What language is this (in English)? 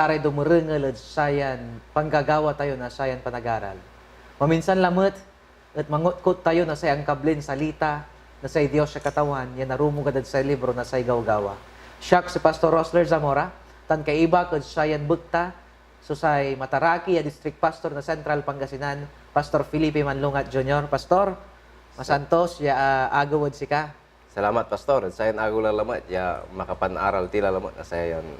Pangasinan